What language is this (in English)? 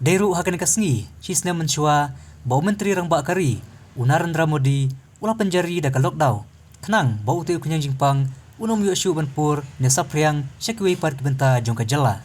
Khasi